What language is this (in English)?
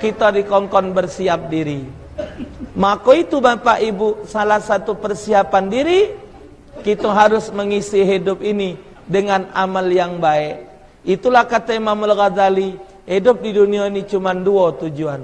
Musi